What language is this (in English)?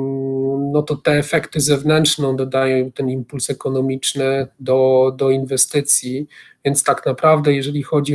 Polish